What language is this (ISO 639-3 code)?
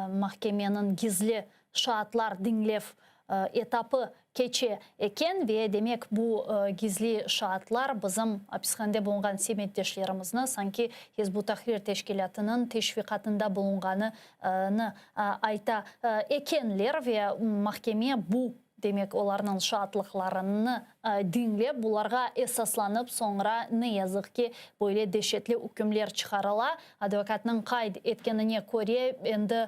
crh